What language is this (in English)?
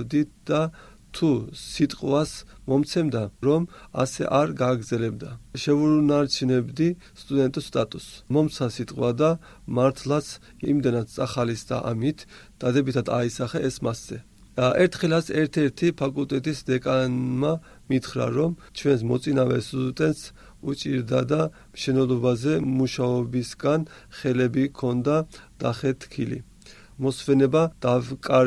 Georgian